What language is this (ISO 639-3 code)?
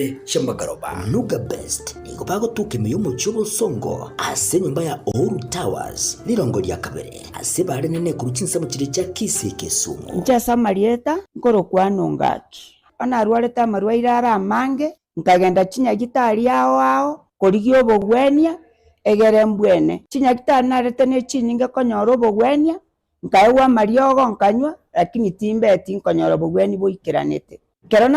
guz